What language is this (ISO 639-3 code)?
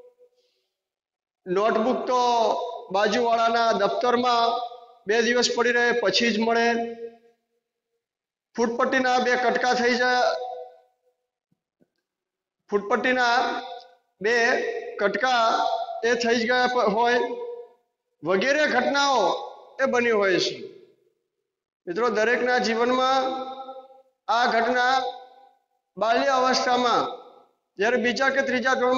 guj